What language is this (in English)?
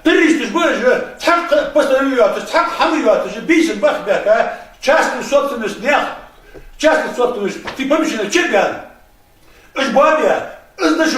Ingush